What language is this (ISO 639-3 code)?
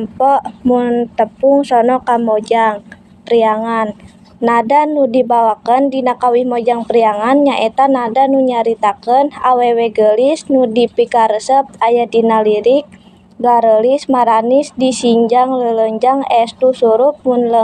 sun